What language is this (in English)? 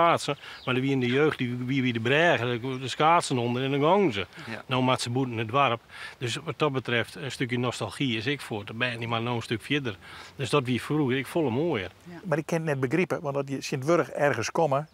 Western Frisian